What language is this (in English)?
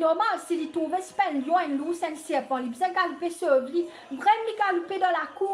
Morisyen